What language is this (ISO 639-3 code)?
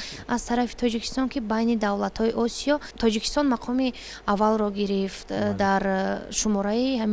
tgk